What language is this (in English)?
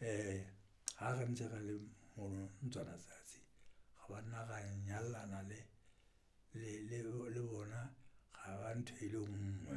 Southern Sotho